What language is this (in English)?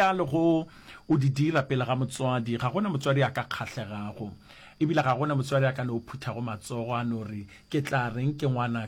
Northern Sotho